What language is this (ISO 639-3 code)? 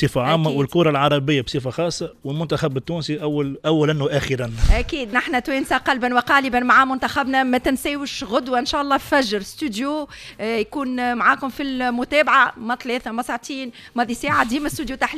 aeb